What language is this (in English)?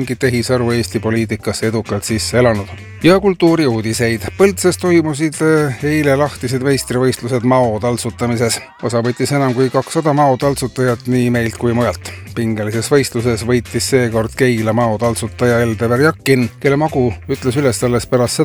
Estonian